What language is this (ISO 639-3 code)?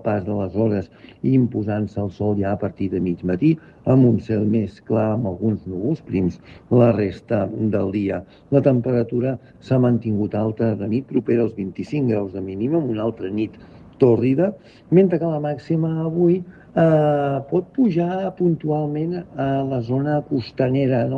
cat